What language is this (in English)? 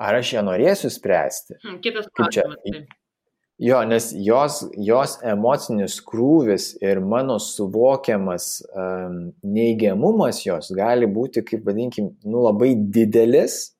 Lithuanian